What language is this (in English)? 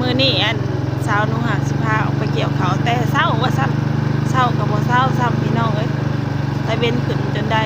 Lao